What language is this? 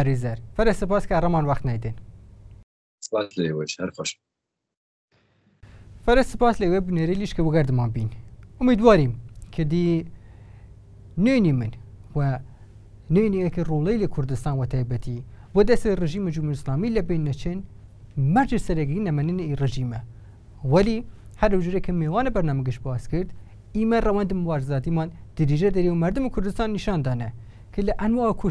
Persian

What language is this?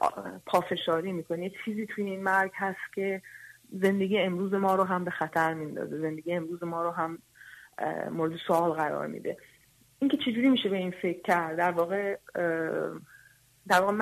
Persian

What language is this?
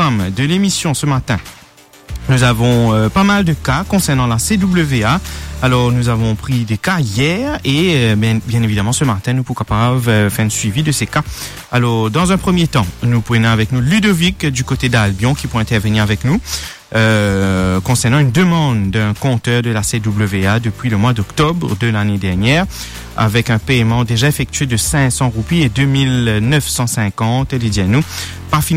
French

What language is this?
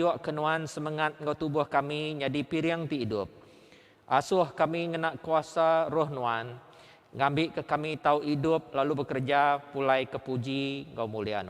Iban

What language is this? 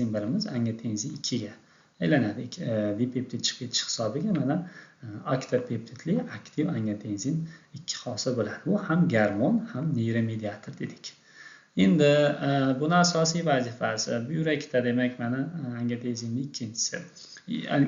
Uzbek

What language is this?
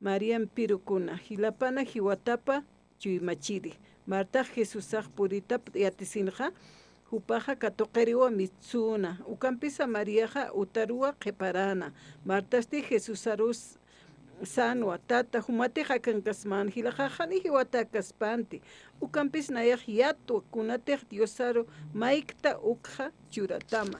Aymara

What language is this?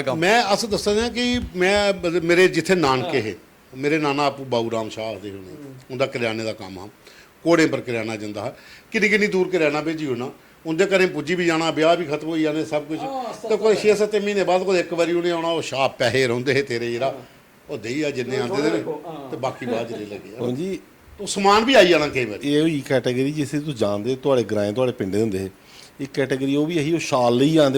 Dogri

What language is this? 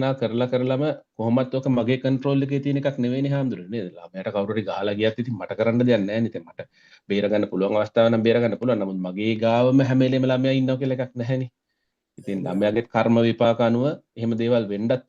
Sinhala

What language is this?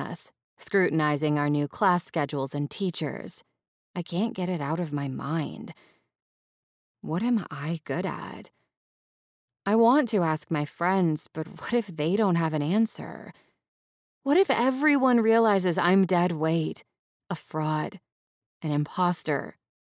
English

